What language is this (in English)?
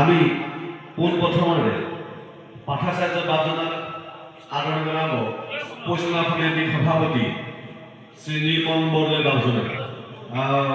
Assamese